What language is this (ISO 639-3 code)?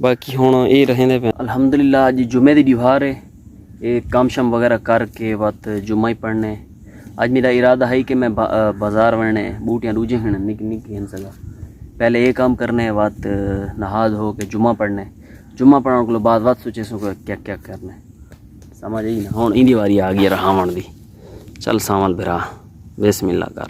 skr